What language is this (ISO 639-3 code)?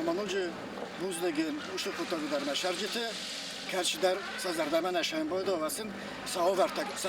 oss